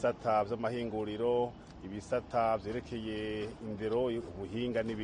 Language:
Kinyarwanda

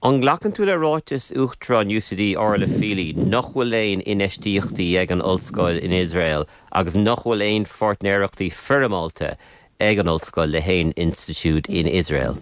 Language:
Irish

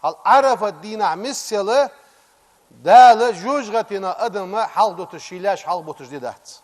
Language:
Ingush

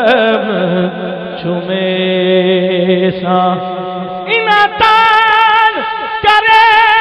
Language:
Urdu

